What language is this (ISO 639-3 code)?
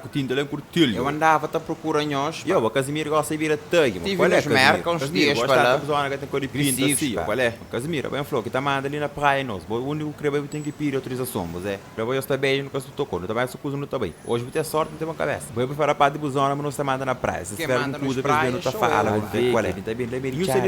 kea